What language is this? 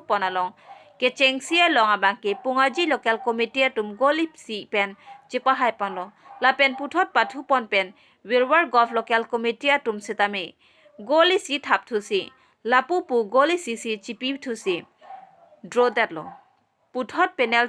Karbi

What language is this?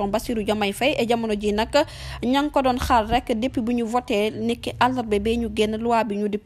Wolof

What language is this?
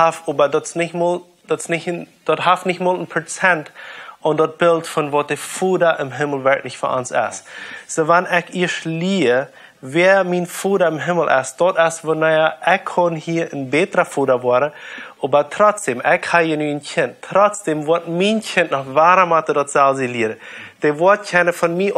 Plautdietsch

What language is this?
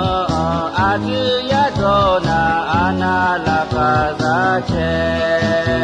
Akha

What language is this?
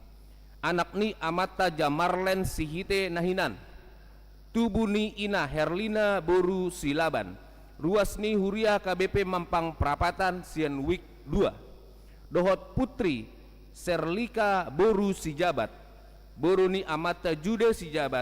Batak Toba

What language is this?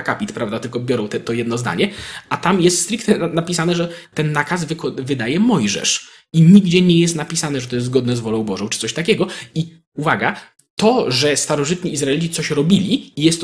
Polish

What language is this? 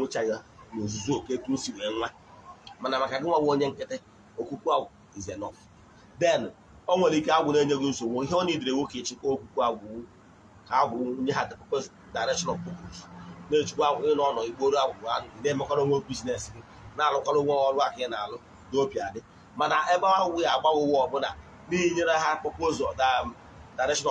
Igbo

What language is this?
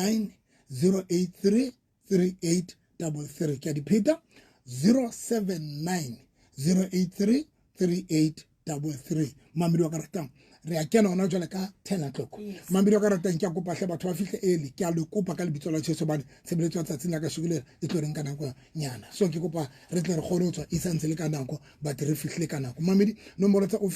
Southern Sotho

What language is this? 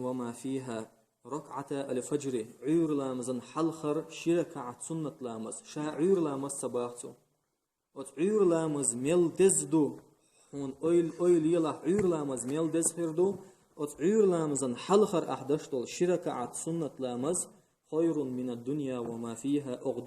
Chechen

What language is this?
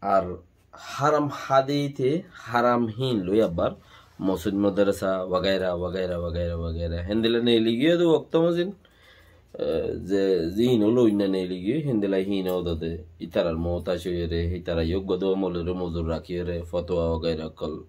Rohingya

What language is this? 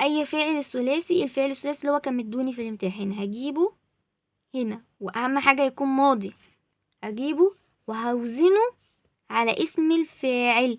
Egyptian Arabic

